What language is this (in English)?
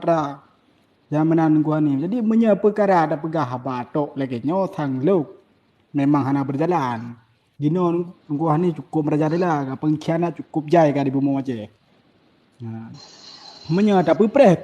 Achinese